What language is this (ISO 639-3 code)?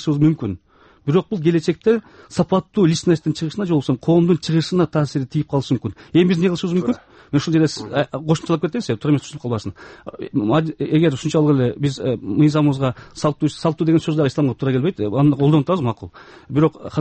kir